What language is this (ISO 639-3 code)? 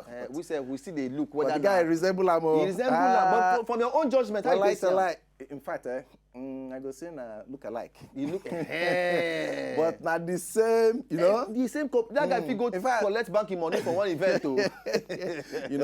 pcm